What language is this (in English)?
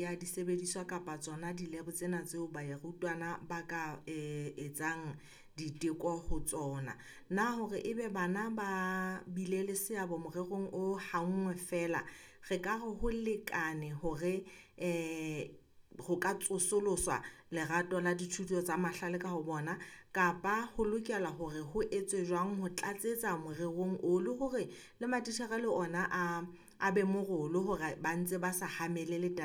Southern Sotho